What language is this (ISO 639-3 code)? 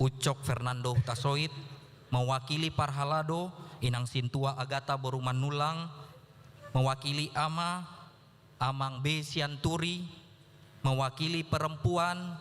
bbc